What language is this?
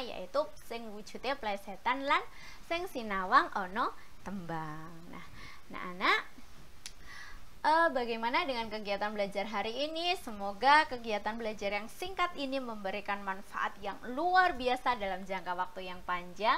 Indonesian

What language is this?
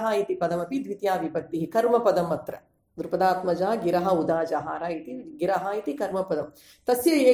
Sanskrit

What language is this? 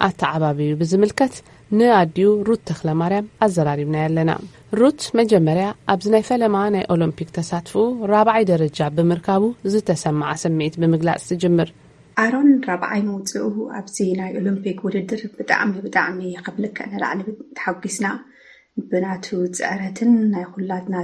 Tigrinya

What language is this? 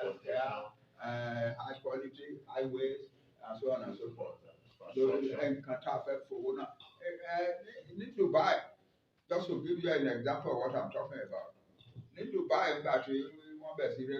Yoruba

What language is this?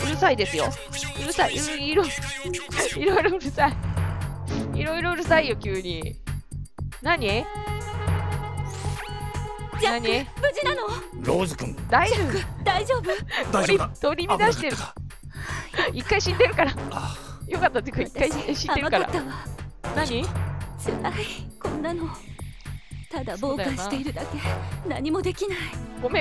Japanese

